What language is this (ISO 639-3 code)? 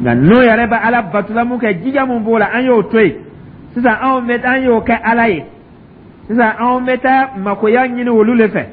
dyu